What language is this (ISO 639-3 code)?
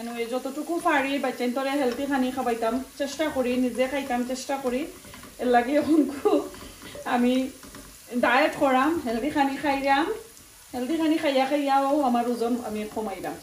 syl